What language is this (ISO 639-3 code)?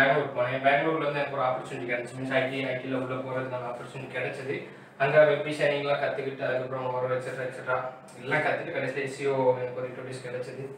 tam